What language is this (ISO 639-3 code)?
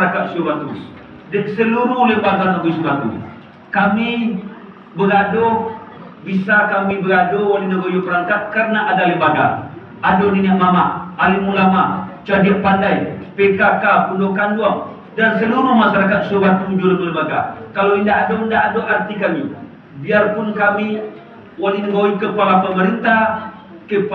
min